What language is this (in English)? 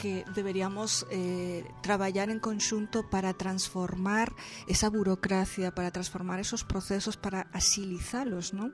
Galician